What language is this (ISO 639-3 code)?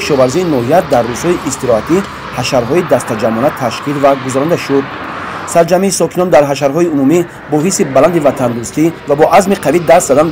tgk